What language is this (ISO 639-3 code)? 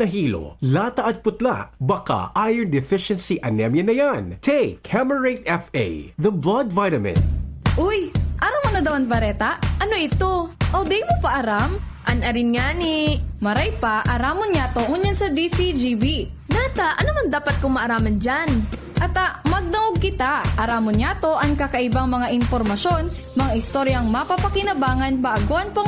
bik